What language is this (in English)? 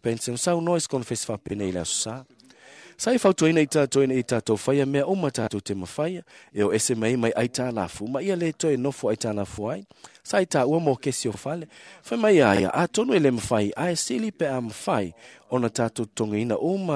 Samoan